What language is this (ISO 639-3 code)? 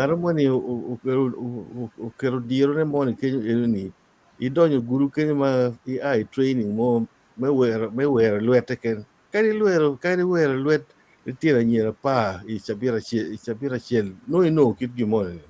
ach